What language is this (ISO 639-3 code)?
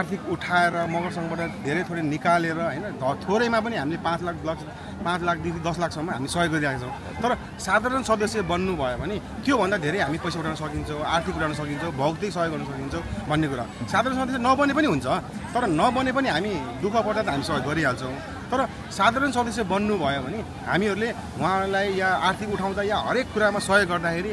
nep